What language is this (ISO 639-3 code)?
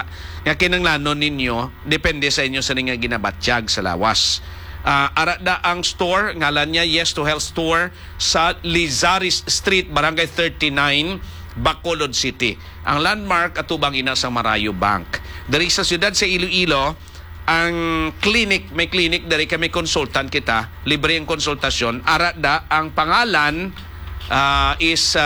hil